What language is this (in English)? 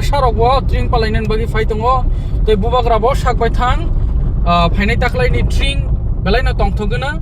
Kok Borok